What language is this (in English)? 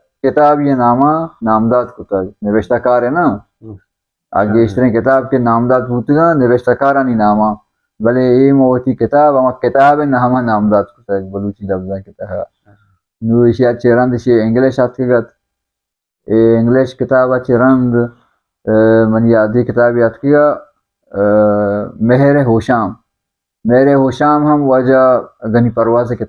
Baluchi